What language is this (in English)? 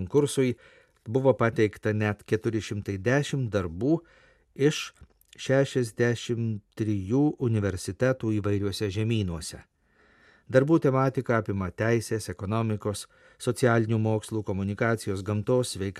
Lithuanian